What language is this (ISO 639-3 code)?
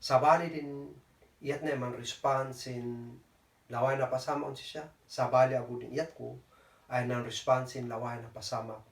kne